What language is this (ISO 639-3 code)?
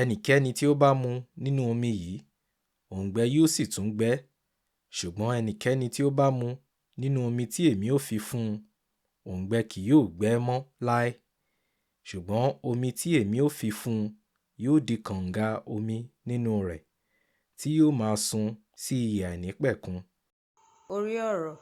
yor